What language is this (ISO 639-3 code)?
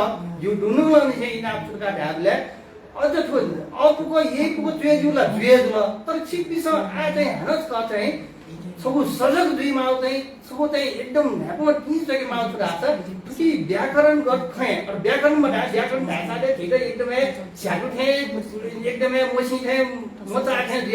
new